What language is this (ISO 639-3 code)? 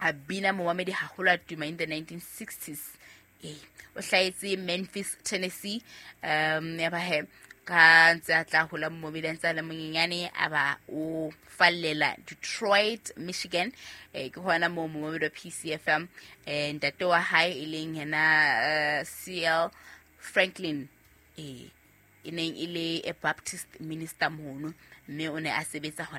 sot